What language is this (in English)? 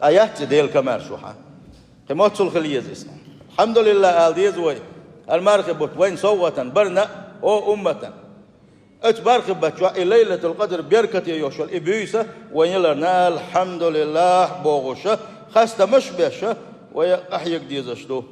Chechen